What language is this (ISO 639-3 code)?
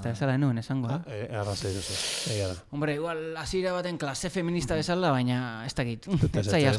eus